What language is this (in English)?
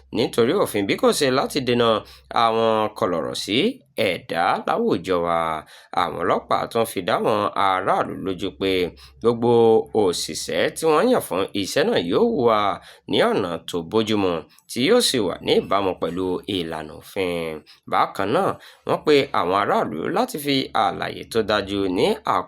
Yoruba